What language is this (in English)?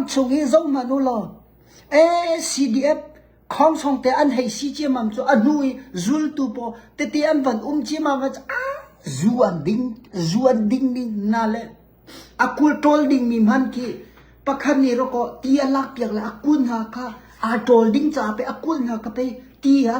Hakha Chin